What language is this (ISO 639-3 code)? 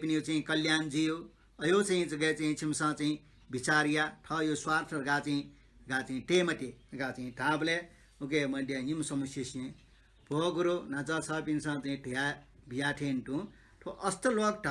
new